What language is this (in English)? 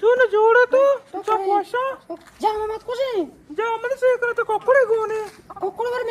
Eastern Balochi